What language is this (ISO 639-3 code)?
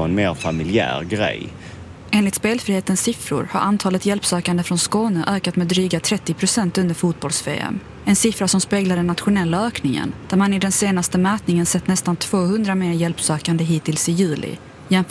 swe